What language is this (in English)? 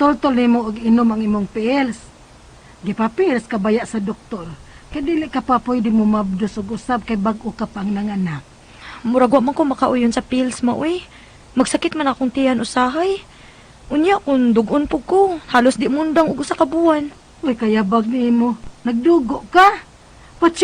Cebuano